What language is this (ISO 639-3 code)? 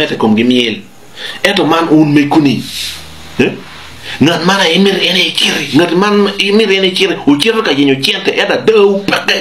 ach